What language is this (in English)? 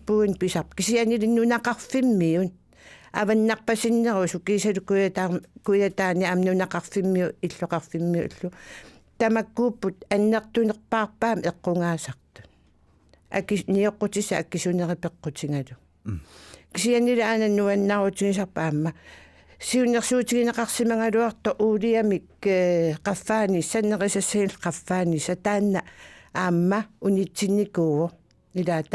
Kalaallisut